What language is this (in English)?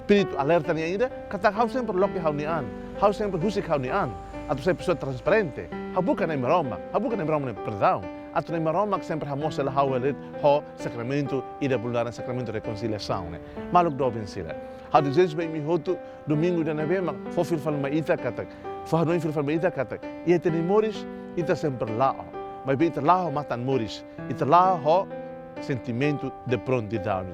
Tetum